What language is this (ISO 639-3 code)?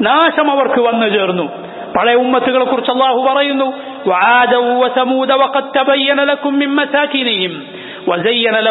mal